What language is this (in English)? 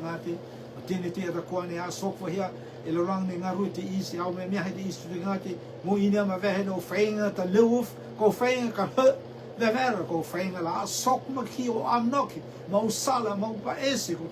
Rotuman